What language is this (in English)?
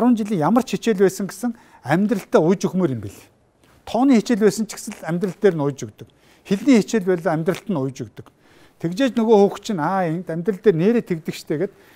Mongolian